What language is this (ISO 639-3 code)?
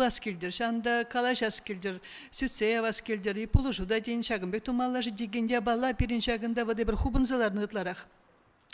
chv